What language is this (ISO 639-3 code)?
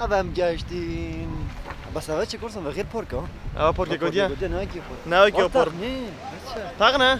kur